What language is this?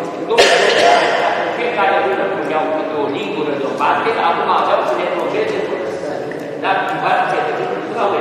Romanian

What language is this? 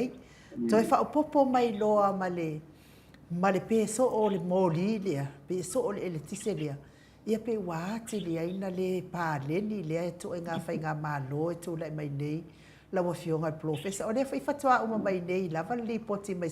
Samoan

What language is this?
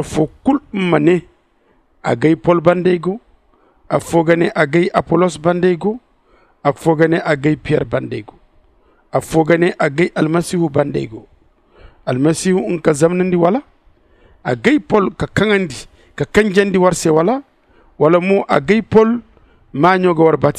Zarma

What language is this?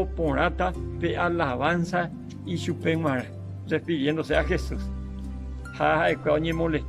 Guarani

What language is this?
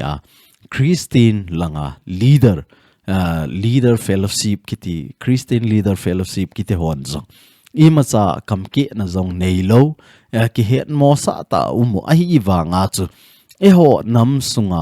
Thado Chin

